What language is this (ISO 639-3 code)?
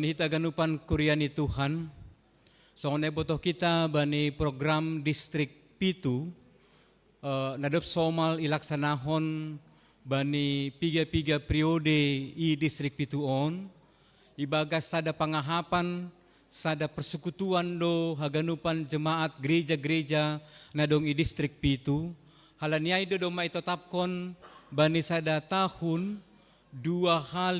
bts